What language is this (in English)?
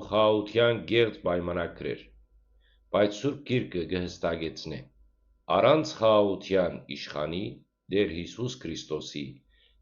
Western Armenian